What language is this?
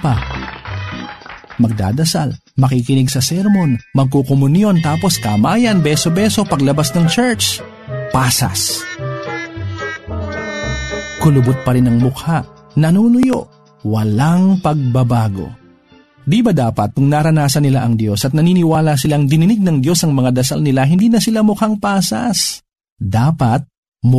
Filipino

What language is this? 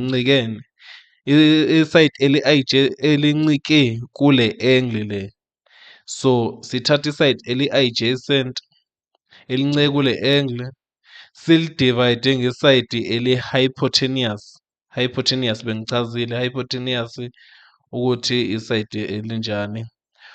Zulu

